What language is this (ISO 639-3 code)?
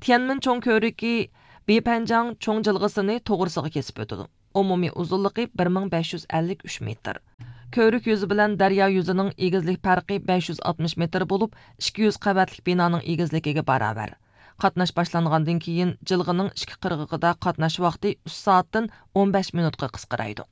uig